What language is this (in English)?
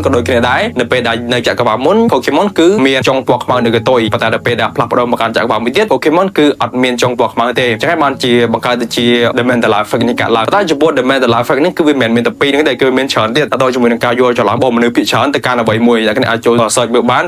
Khmer